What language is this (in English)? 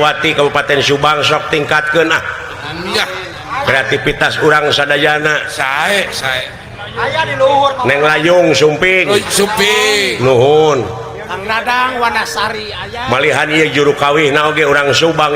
Sundanese